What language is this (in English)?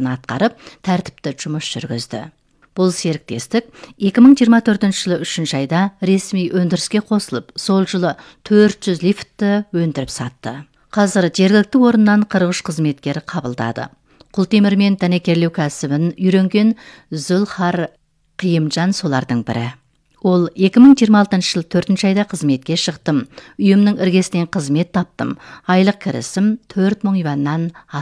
Kazakh